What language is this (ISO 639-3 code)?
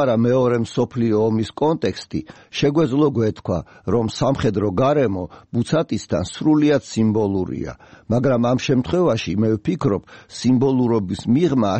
kat